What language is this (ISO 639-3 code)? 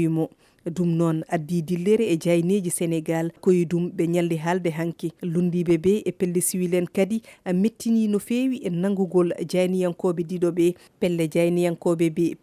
ful